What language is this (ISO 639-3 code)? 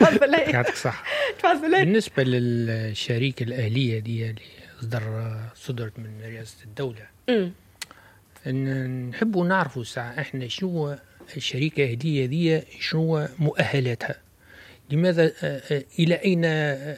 aeb